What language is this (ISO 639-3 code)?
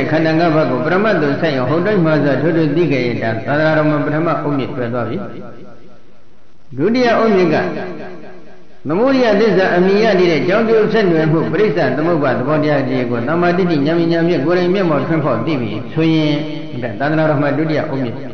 mya